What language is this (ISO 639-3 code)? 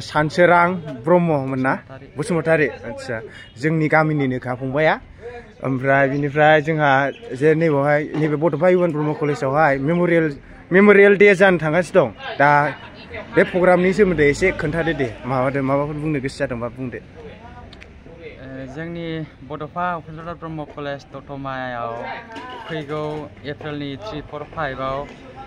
brx